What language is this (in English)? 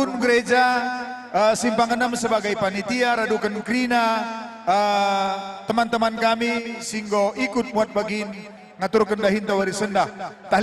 Batak Karo